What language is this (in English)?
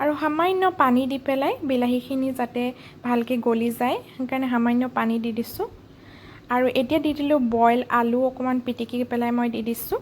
Assamese